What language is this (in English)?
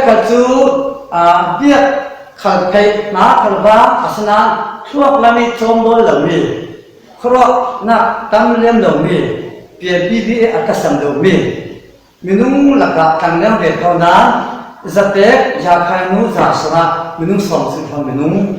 Falam Chin